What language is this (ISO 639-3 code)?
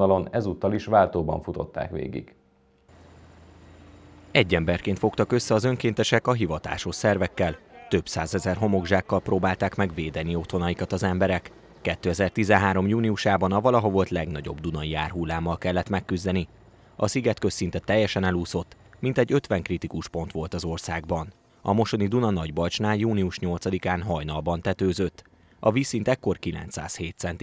hun